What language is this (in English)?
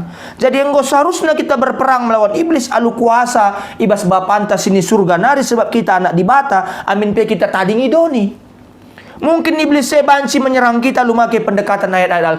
Batak Karo